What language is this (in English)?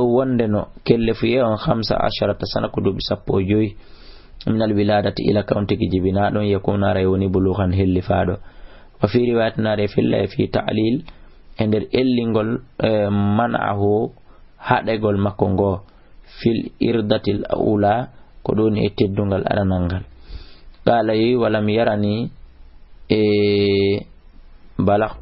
Fula